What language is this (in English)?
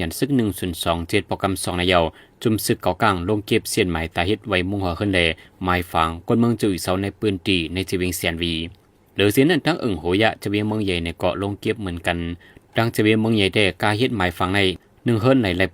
Shan